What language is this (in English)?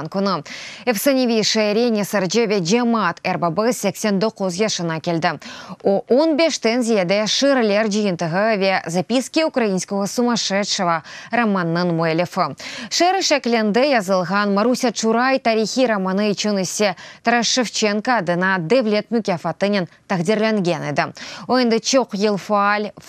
Crimean Tatar